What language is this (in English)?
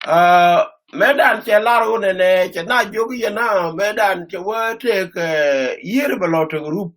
Nuer